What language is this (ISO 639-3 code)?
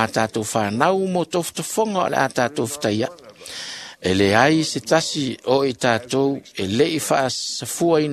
smo